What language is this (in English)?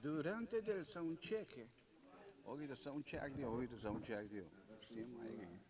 Papiamento